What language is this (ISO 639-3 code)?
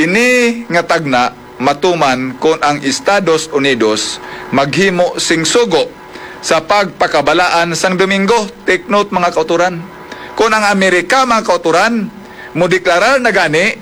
hil